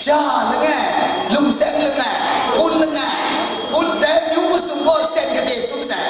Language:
Kachin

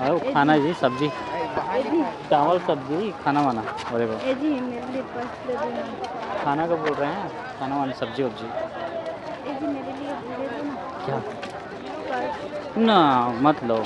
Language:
Chhattisgarhi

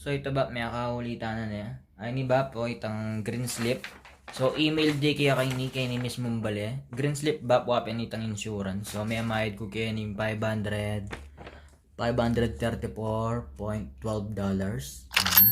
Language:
Pampanga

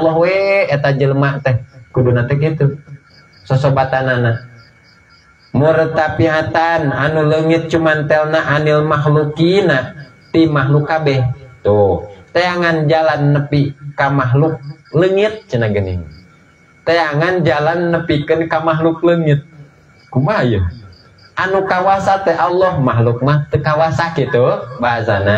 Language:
Sundanese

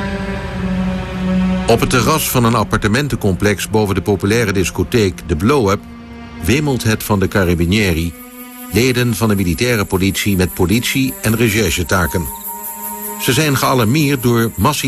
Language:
Dutch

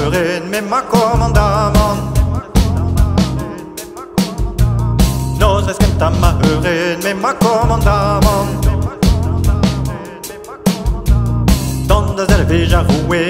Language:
French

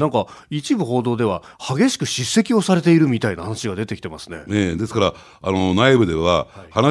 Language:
Japanese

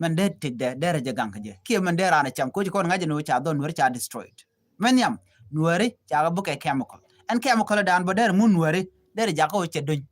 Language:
Nuer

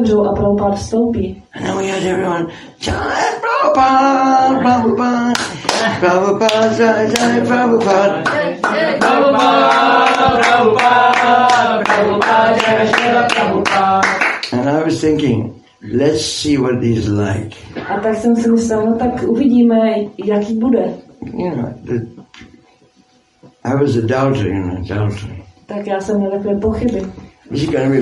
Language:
Czech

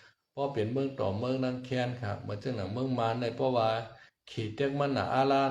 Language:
Shan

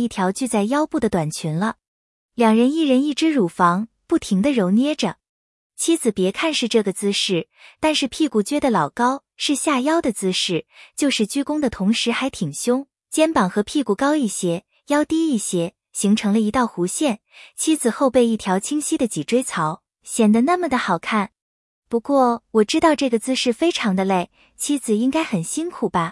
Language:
Chinese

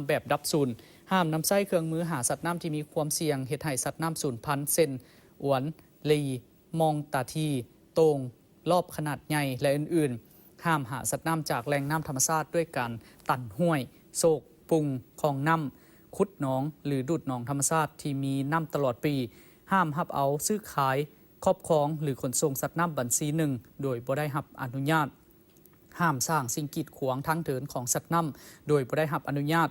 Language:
Lao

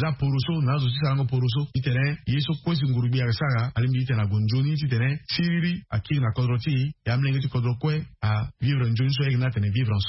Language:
Sango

